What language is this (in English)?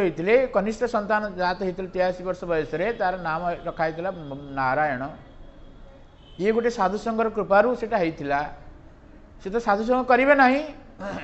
Odia